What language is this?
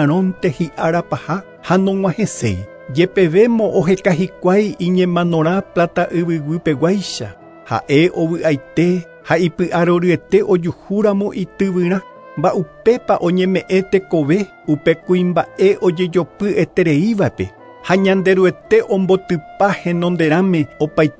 Guarani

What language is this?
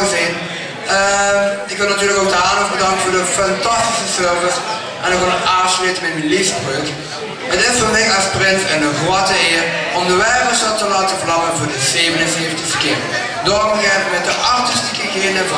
Limburgish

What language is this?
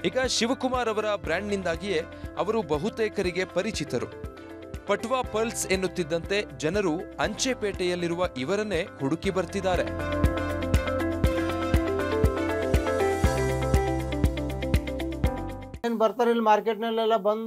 Kannada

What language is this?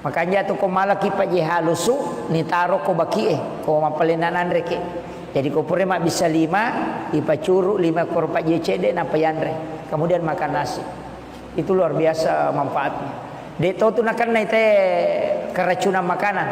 Buginese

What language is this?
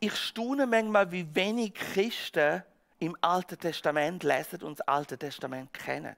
Swiss German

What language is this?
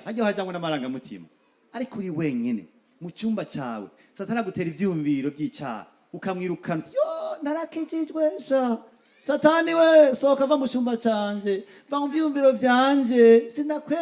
Rundi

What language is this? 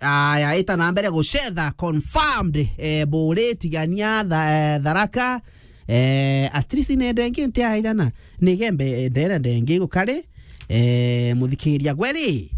Meru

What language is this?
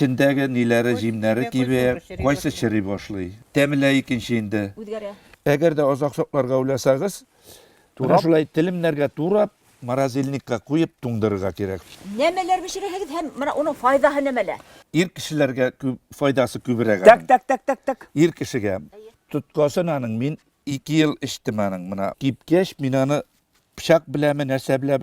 Bashkir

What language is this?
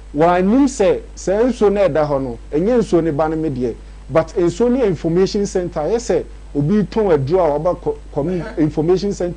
Akan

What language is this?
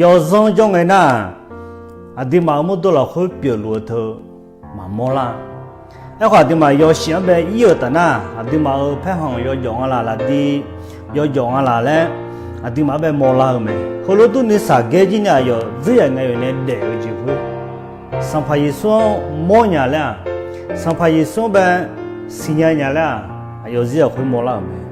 Akha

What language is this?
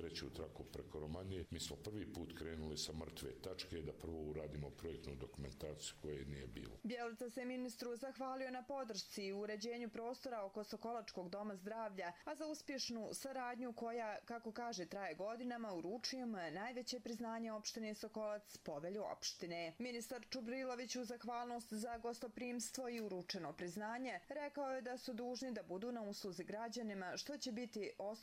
Serbian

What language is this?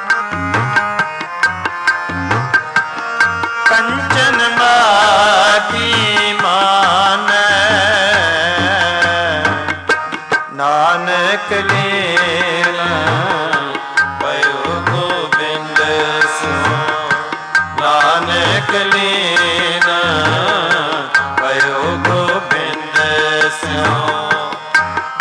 Punjabi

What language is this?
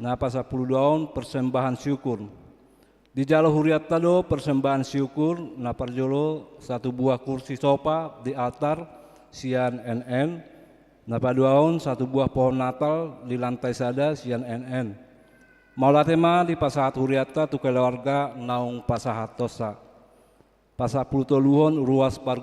Batak Toba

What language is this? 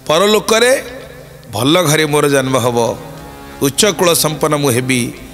Odia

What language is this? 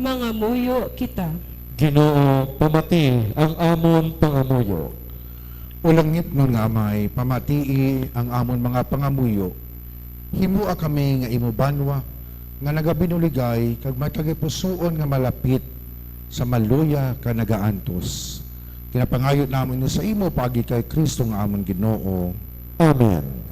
Hiligaynon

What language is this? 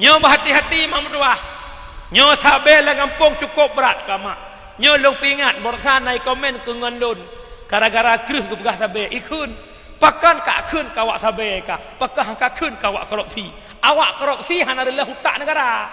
Achinese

